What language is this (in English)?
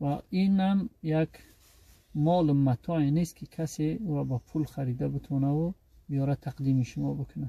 Tajik